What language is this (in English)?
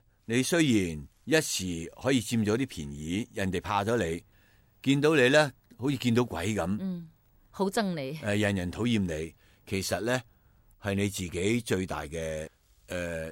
Cantonese